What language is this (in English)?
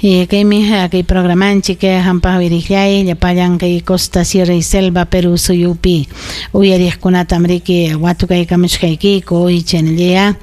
Ayacucho Quechua